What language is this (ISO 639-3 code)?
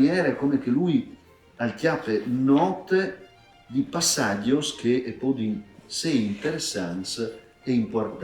fur